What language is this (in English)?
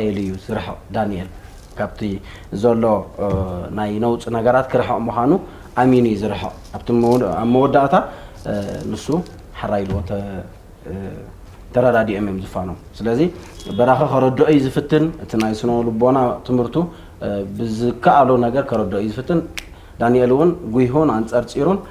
Tigrinya